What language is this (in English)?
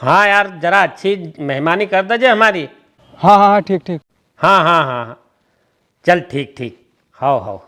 Rajasthani